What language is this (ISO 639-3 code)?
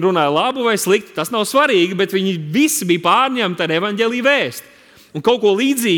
lav